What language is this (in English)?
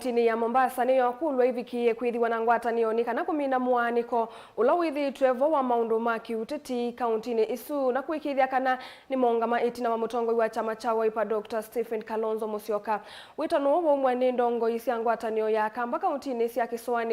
Kamba